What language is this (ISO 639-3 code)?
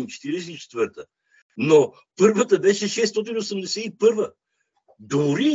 bul